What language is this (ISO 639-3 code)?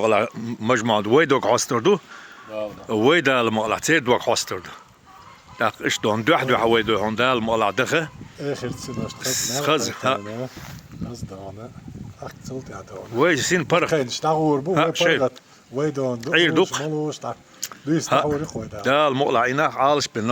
che